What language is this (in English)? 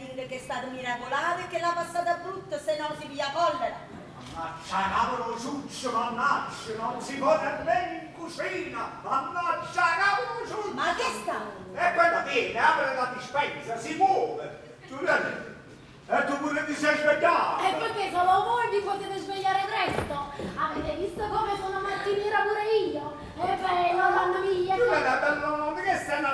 Neapolitan